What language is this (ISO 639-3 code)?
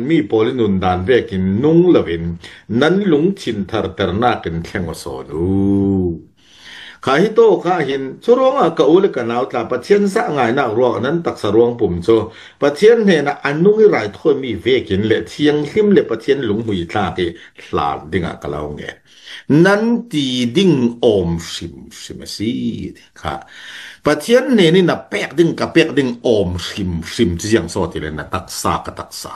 cfm